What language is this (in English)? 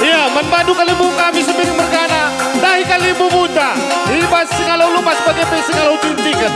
Batak Karo